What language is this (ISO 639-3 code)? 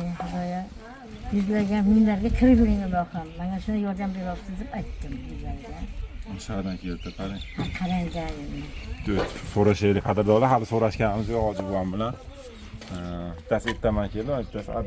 uzb